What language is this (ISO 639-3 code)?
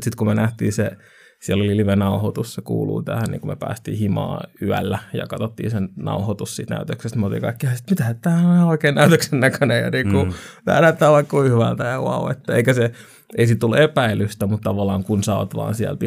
fin